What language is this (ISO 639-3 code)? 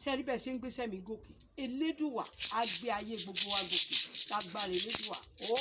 yor